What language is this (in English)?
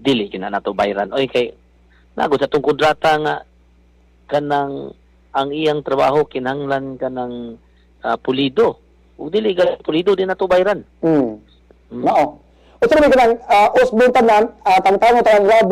Cebuano